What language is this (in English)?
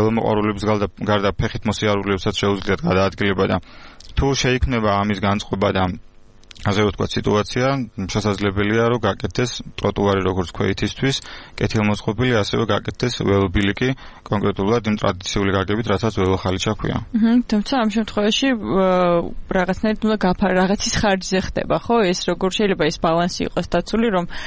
Georgian